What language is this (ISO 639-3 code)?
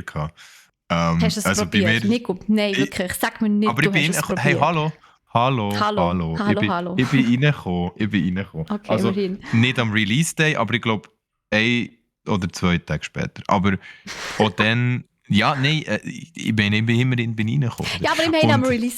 gsw